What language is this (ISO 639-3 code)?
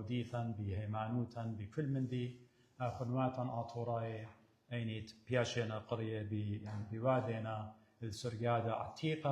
aii